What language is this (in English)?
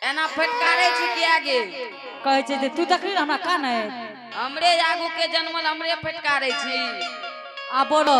Angika